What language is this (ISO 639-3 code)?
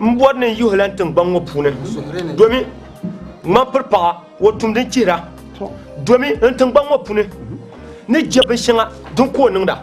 dag